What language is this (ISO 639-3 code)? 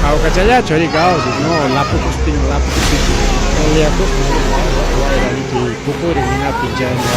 quy